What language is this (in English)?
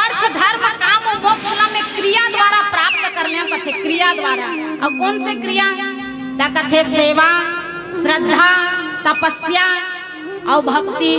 Chhattisgarhi